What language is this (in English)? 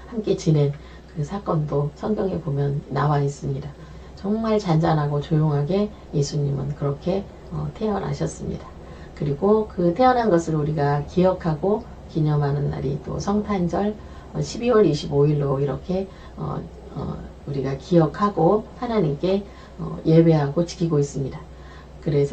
Korean